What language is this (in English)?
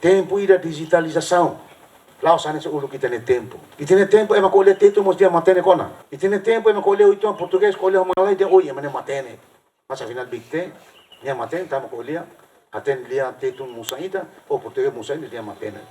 Tetum